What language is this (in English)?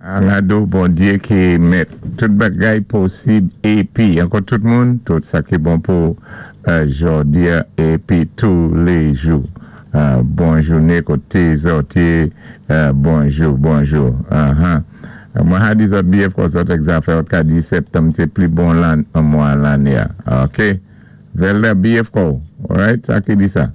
Saint Lucian Creole French